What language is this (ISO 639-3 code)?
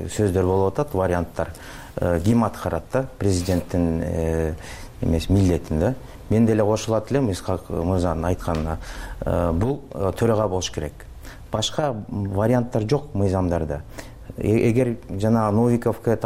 kir